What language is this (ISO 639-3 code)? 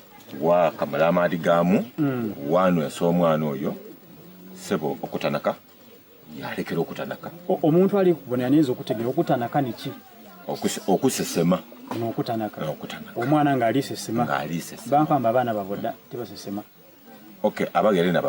xog